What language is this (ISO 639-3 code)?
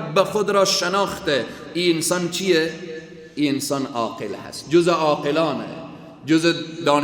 fas